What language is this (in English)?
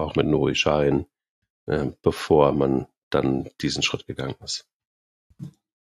German